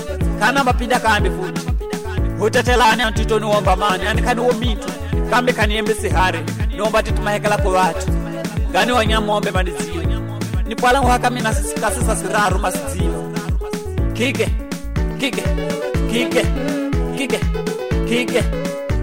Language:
Swahili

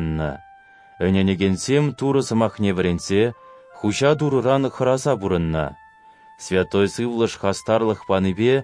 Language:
Chuvash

